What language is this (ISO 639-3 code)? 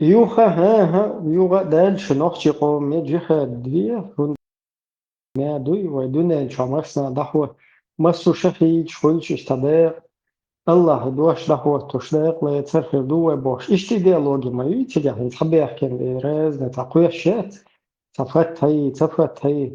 che